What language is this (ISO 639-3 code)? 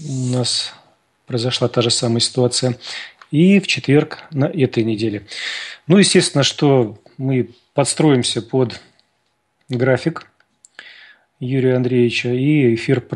rus